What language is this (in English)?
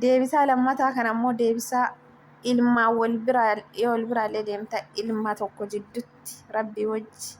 Oromo